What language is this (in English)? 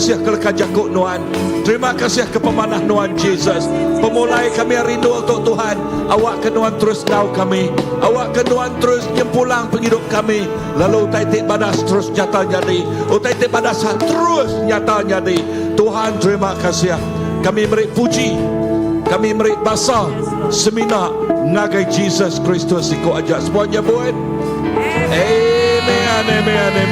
Iban